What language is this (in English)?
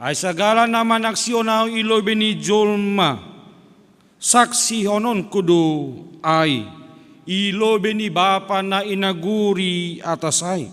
Batak Simalungun